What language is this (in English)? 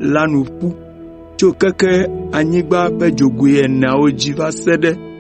Ewe